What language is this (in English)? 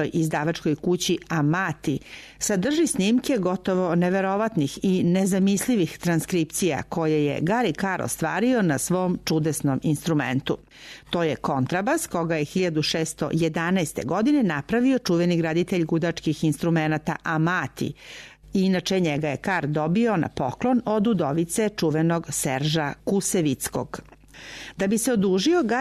Serbian